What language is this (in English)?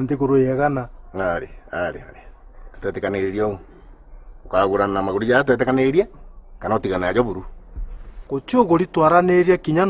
Meru